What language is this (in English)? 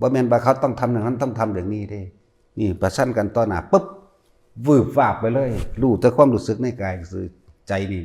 Lao